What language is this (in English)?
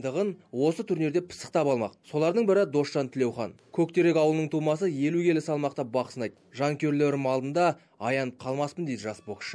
Kazakh